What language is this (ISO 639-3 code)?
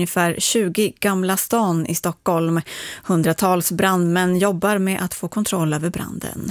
swe